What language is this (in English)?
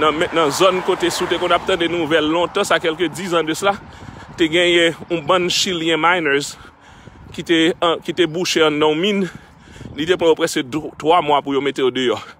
Haitian Creole